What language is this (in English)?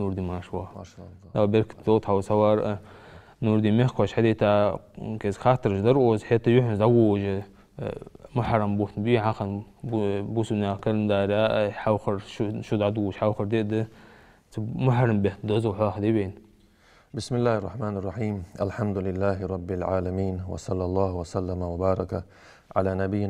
Ingush